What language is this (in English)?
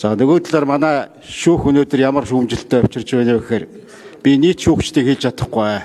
Mongolian